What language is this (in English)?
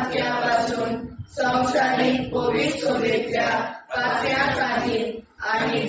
Konkani